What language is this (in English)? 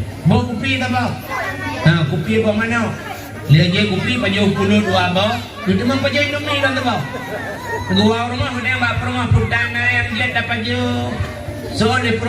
Achinese